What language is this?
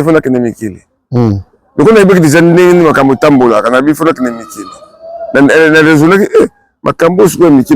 Lingala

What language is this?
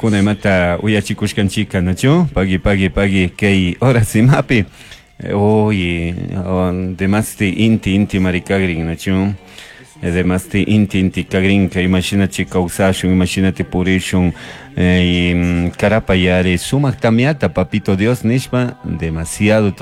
Chimborazo Highland Quichua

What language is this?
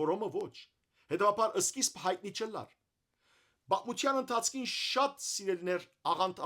Western Armenian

